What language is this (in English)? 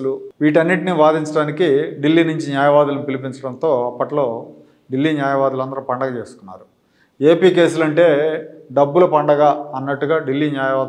Telugu